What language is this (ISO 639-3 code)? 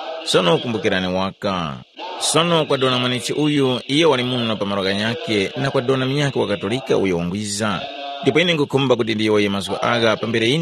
tum